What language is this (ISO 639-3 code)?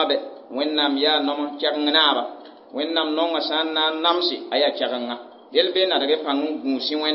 mos